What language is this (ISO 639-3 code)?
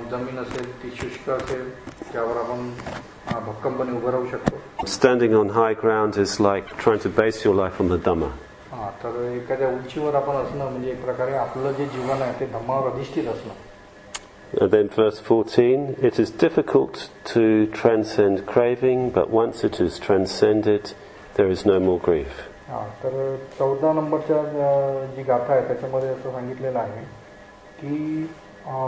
mar